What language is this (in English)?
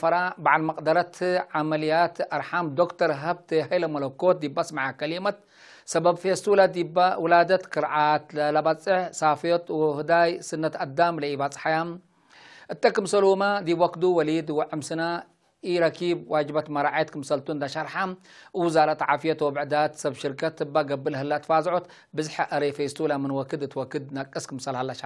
Tigre